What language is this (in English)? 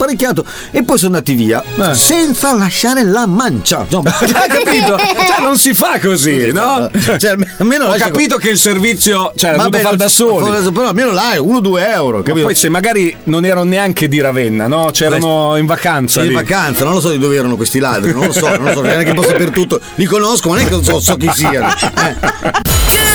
Italian